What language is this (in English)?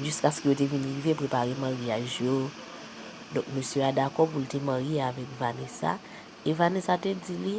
Haitian Creole